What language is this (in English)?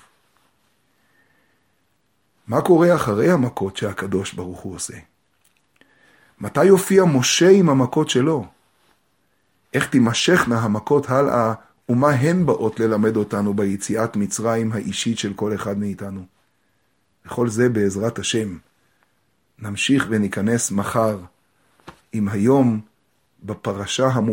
Hebrew